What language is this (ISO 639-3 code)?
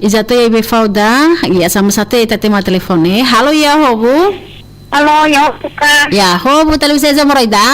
nia